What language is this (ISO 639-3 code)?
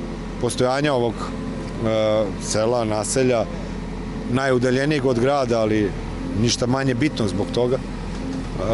srp